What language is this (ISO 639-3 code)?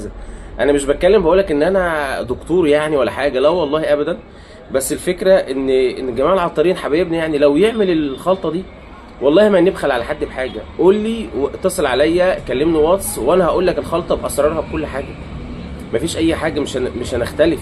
arz